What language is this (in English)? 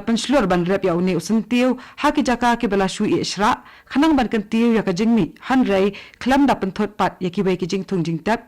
Khasi